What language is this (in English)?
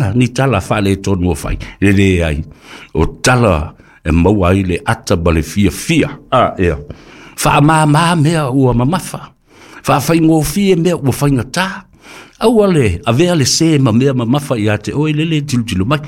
Samoan